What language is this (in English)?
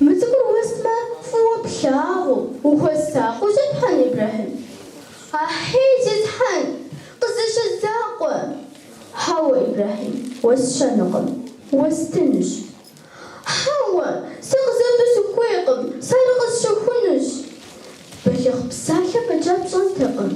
Kabardian